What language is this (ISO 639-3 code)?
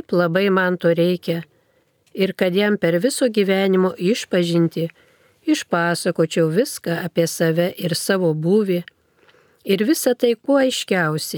lit